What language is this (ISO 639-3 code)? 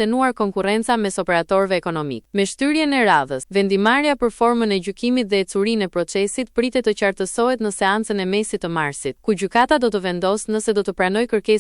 sqi